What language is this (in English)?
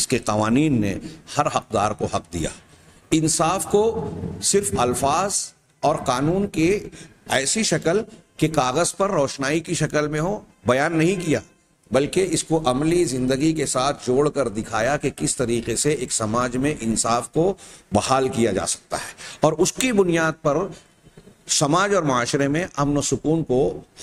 Urdu